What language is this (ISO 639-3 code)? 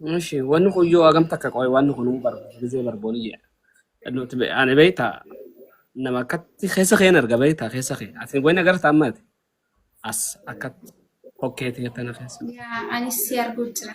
orm